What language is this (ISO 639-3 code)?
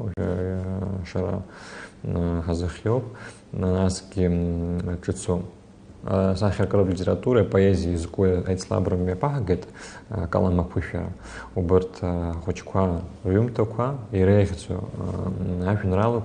abk